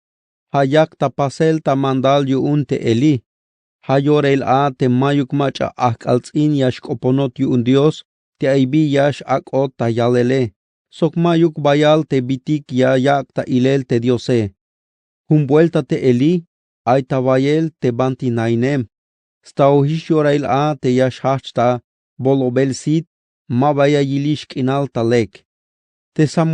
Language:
Tzeltal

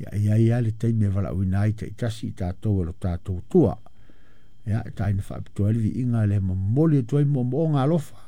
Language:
Samoan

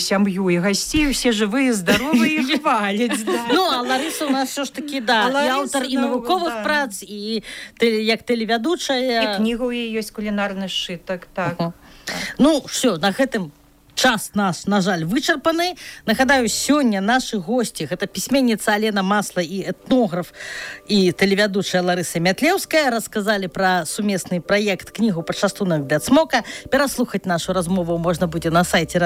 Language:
Belarusian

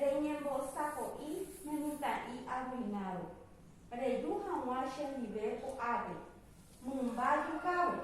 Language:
Guarani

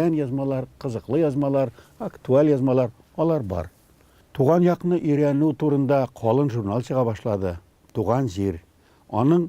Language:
Tatar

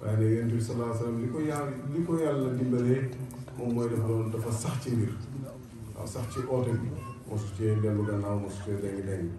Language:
Wolof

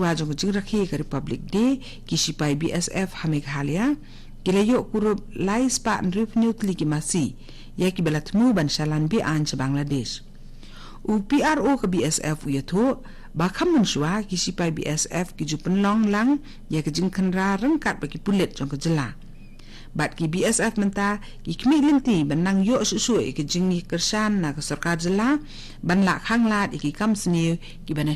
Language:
Khasi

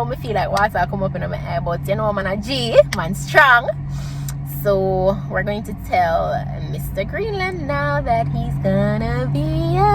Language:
Jamaican Creole English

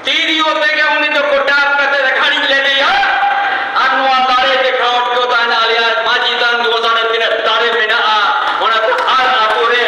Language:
Santali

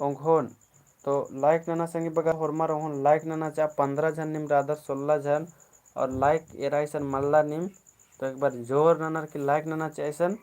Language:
Kurukh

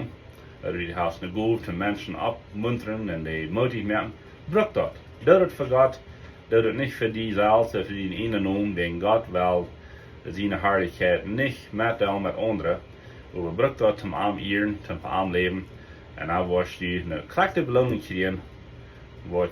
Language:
Plautdietsch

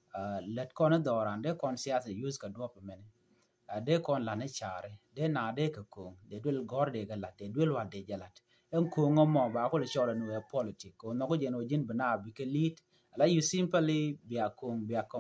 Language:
Nuer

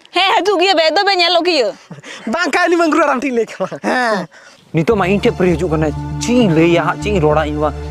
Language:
Santali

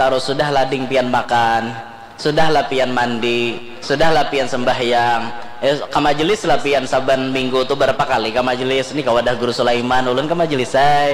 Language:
Banjar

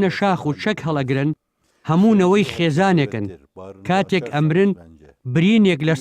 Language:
Central Kurdish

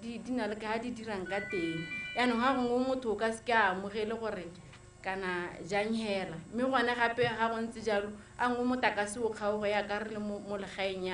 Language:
Tswana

